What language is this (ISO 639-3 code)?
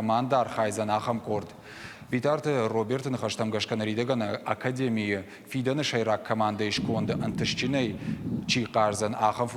oss